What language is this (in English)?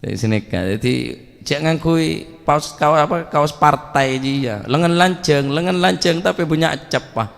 Madurese